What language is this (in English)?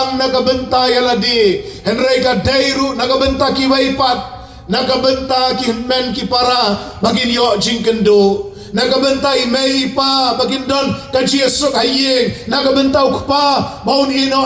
Khasi